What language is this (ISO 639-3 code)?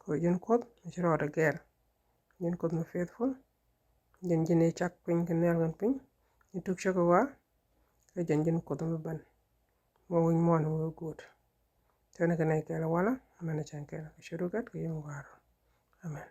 nus